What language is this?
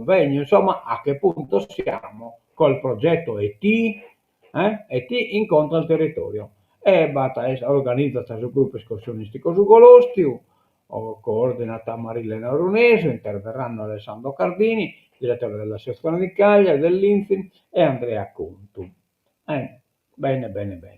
Sardinian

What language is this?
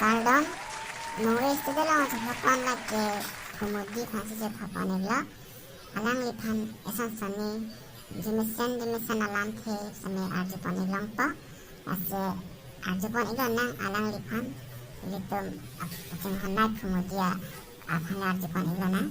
Karbi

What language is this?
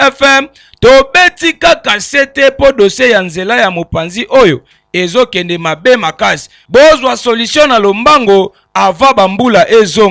Lingala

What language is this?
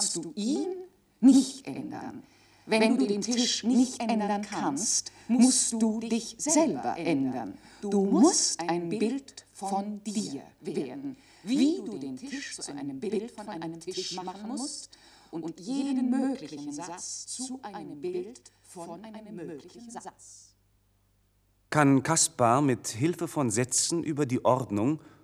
German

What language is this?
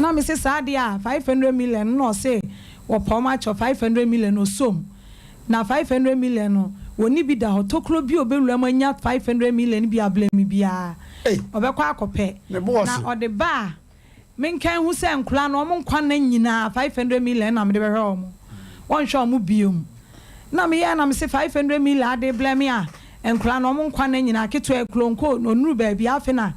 Akan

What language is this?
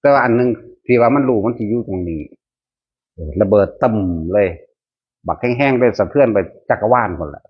Northeastern Thai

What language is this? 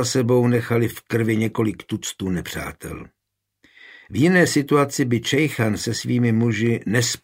Czech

